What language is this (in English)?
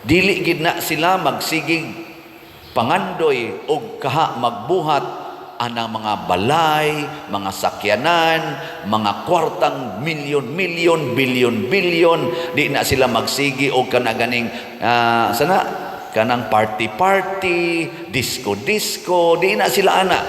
Cebuano